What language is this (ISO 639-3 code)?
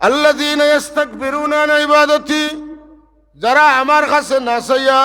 syl